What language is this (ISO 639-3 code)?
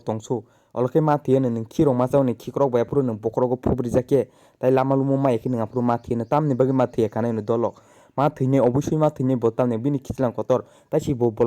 trp